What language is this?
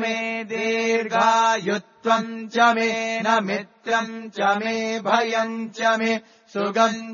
Sanskrit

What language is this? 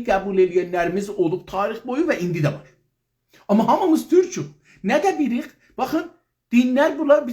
South Azerbaijani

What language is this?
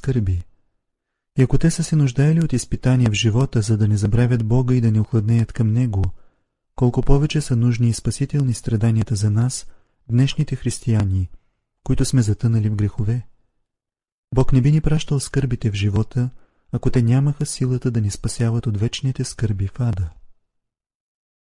Bulgarian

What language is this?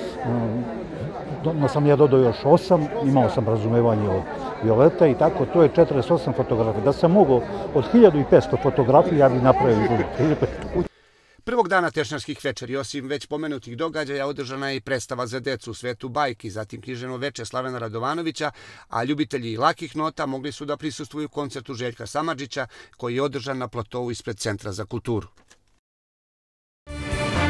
Serbian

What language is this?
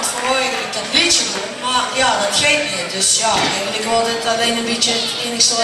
Limburgish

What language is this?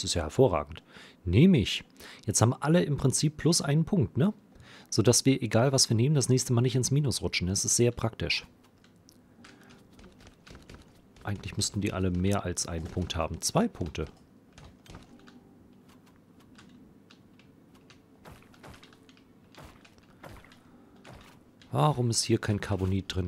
German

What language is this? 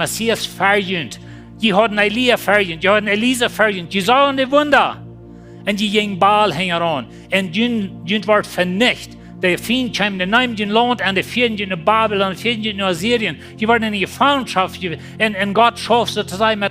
Plautdietsch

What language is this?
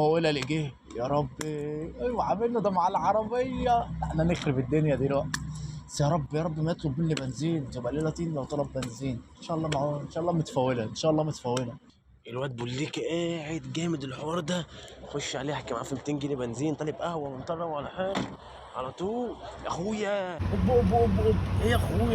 Egyptian Arabic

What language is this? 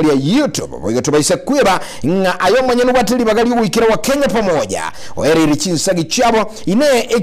Gusii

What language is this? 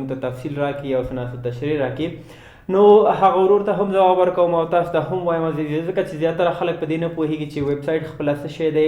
Pashto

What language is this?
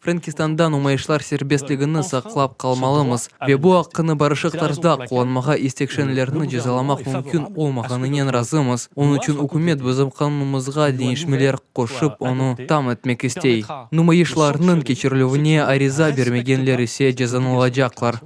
Crimean Tatar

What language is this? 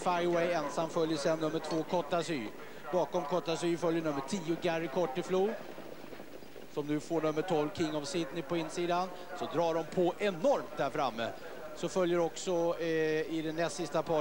Swedish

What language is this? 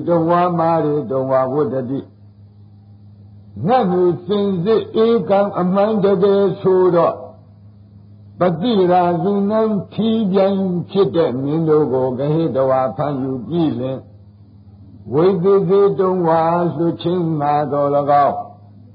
Burmese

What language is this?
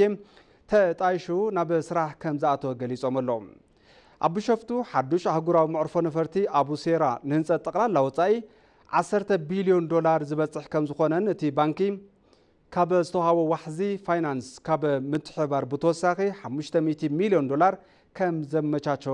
Tigrinya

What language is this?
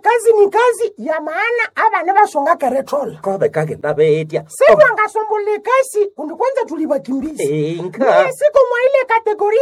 Nande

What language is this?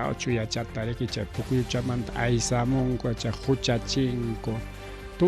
Ayacucho Quechua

